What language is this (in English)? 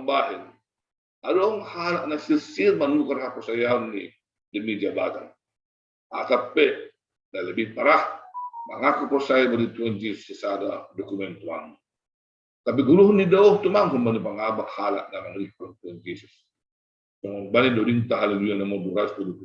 Batak Simalungun